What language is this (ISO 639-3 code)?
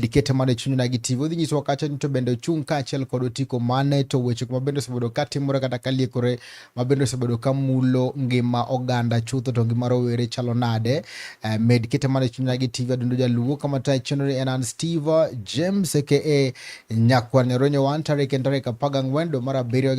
luo